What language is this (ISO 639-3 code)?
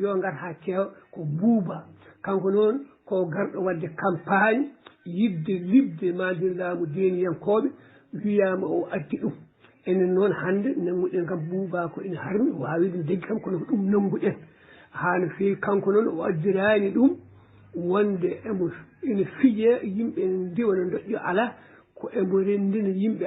ful